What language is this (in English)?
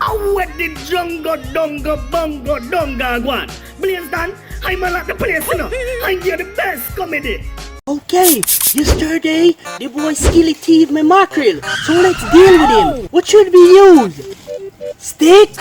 Jamaican Creole English